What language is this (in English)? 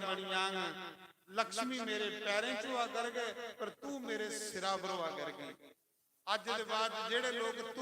Dogri